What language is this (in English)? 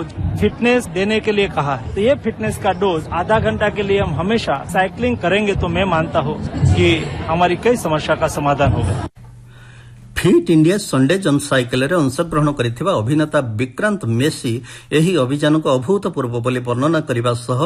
Odia